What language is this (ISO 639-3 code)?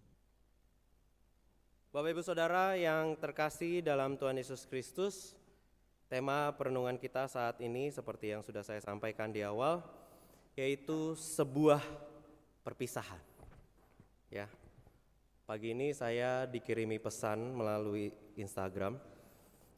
ind